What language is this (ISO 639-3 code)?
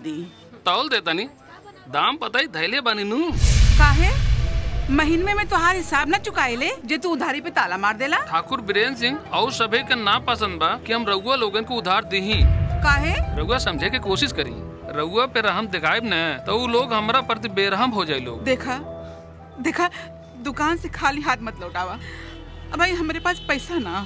bho